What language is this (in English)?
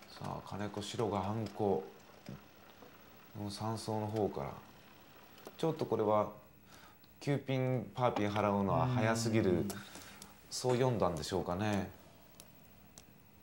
Japanese